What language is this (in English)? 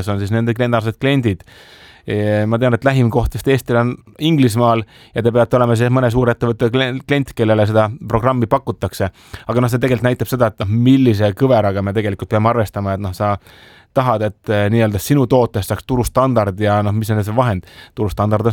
Estonian